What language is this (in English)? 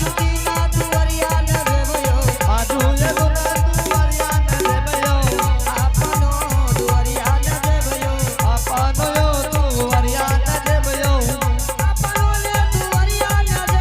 Angika